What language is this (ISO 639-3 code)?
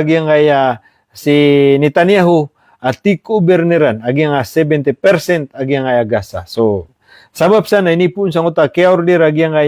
mrw